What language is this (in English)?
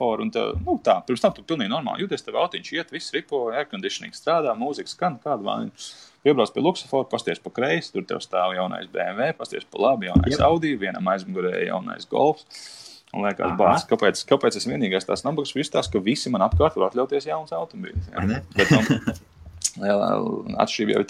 Latvian